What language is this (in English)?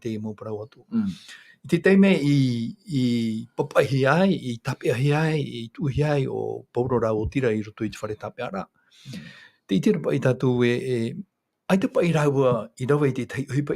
Tahitian